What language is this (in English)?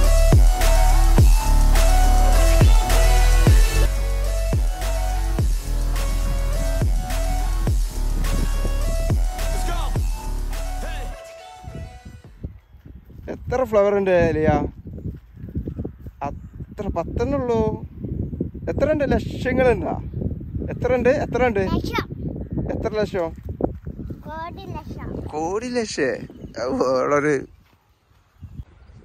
Malayalam